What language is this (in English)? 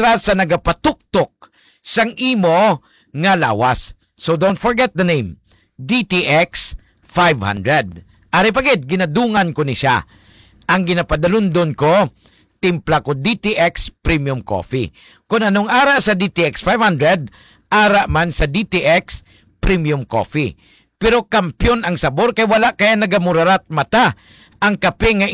Hiligaynon